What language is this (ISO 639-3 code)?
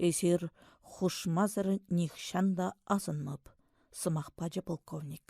chv